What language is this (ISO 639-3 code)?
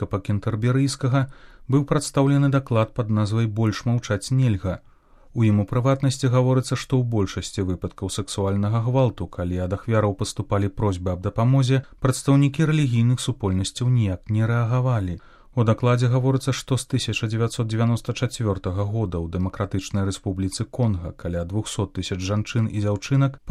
bel